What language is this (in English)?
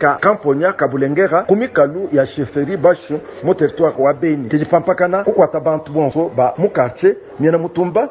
Luba-Lulua